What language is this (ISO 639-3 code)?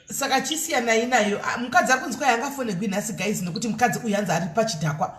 sna